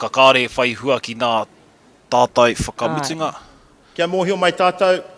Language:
Māori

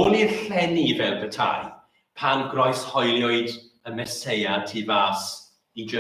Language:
Welsh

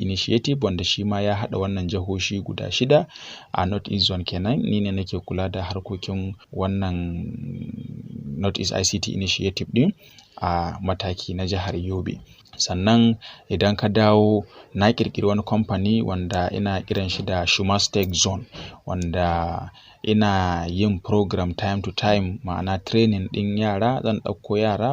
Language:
Hausa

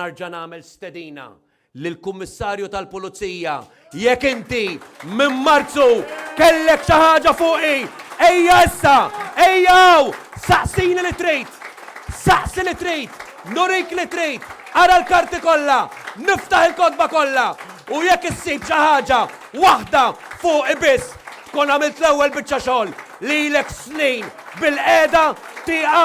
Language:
Maltese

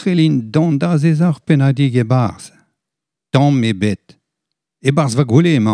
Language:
Breton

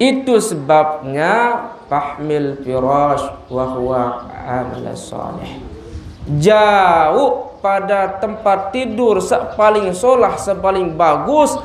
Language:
Sasak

